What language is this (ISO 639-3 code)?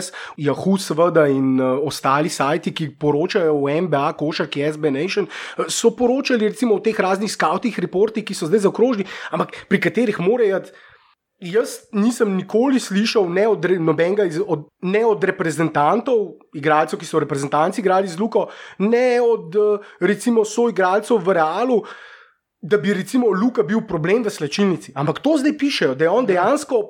slv